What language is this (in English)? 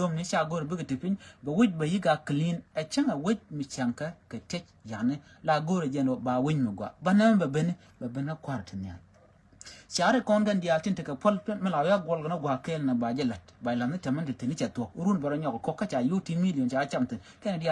Nuer